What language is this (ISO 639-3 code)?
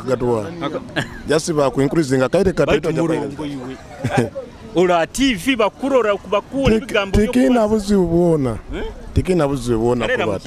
nyo